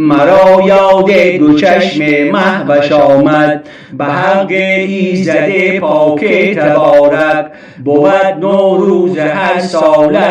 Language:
Gilaki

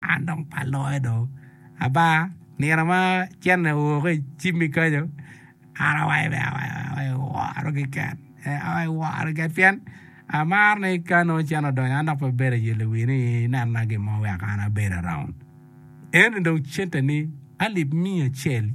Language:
Acoli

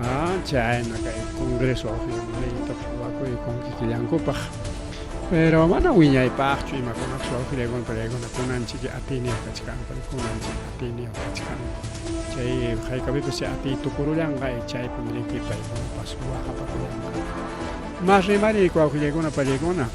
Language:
Ayacucho Quechua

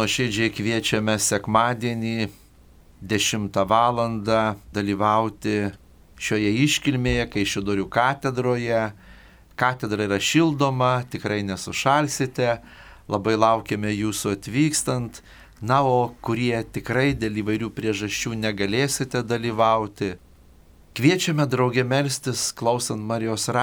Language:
Lithuanian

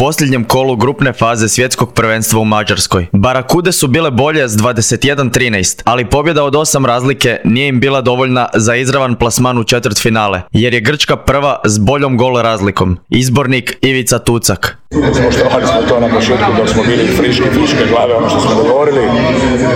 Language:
Croatian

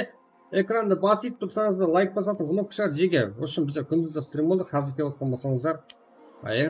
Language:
Kara-Kalpak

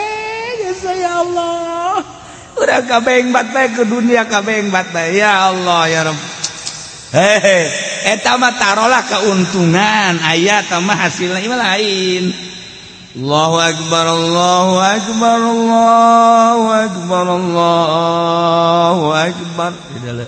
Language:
Sundanese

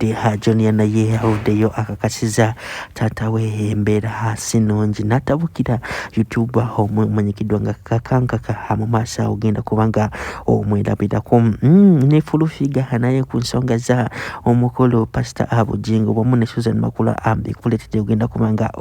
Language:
Ganda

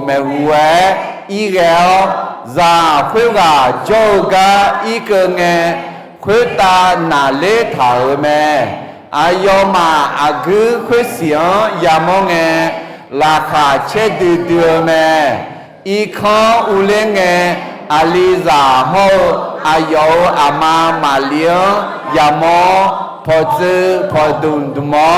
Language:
Akha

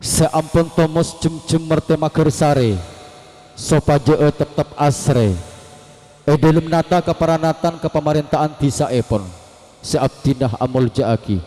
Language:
Madurese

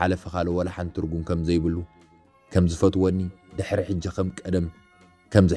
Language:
Tigrinya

